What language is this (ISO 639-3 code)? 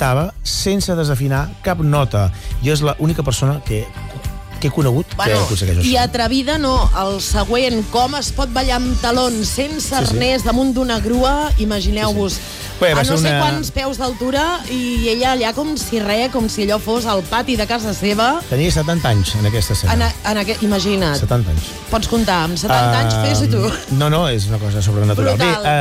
cat